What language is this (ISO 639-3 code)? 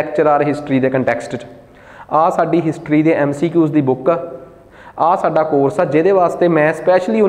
pan